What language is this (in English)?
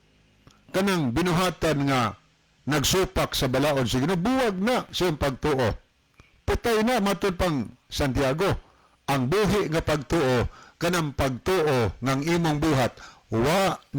Cebuano